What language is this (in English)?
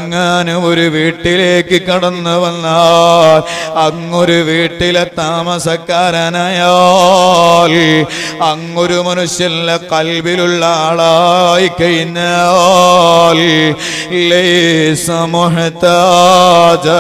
Malayalam